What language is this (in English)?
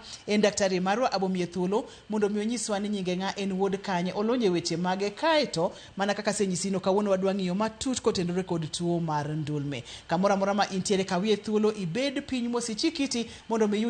Luo (Kenya and Tanzania)